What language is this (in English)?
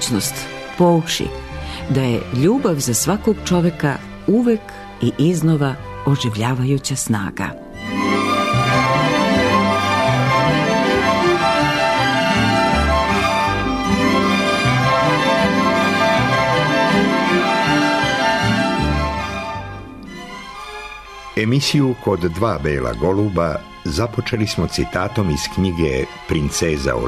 Serbian